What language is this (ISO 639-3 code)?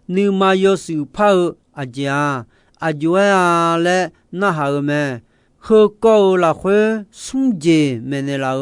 ahk